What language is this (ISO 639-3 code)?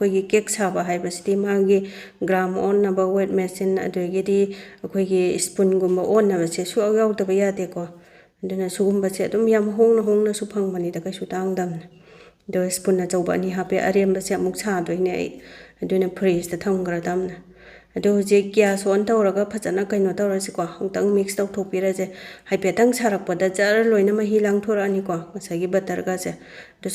mni